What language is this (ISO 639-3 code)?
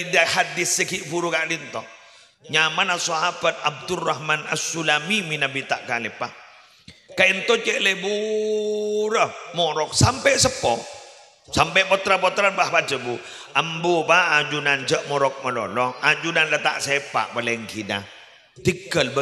mad